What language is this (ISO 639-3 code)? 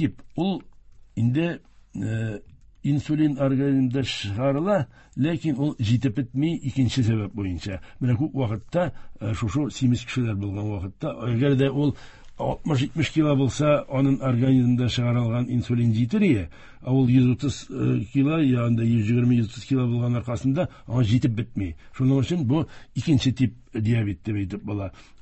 tat